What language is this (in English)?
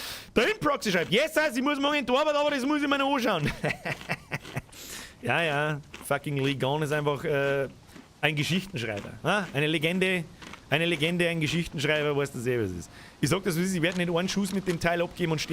Bavarian